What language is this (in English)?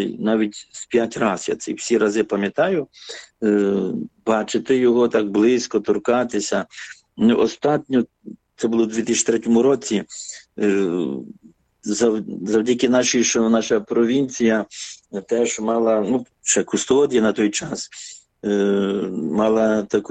Ukrainian